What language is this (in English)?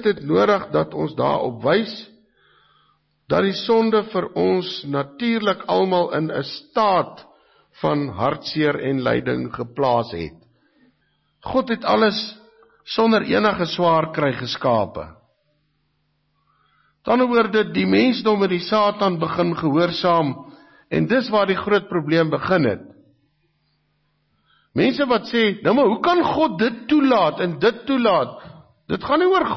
Afrikaans